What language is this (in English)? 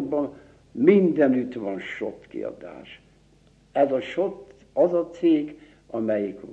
Hungarian